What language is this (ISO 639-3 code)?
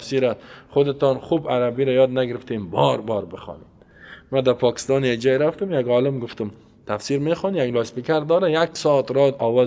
fas